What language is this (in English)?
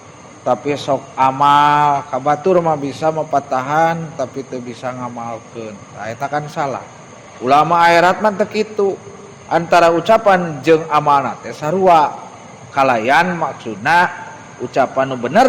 Sundanese